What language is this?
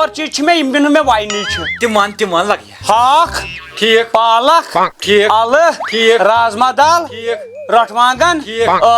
Kashmiri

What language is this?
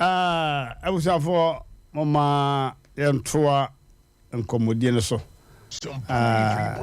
Akan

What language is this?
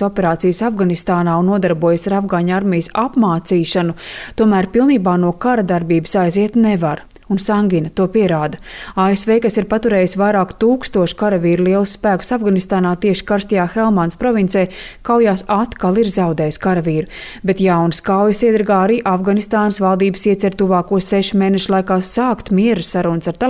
Latvian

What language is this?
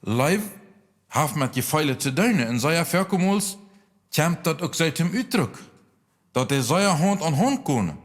Plautdietsch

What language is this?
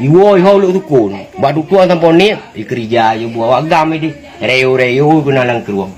Achinese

